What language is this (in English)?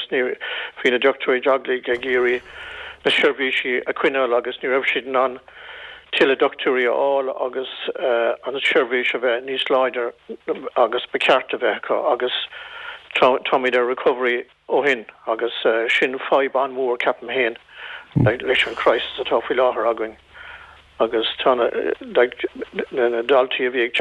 Irish